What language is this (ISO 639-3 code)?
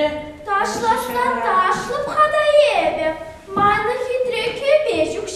chv